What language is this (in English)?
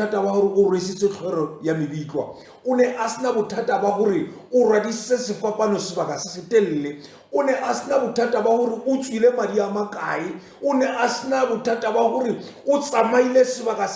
Tswana